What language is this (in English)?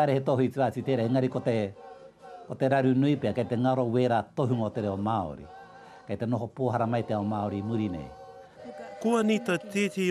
Māori